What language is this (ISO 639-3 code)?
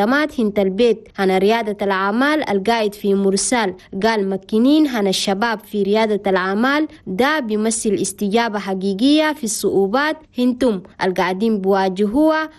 shu